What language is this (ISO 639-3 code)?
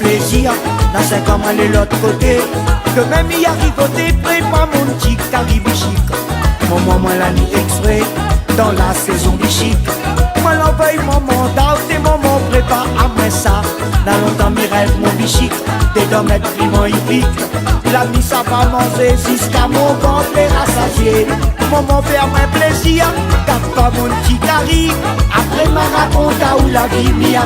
rcf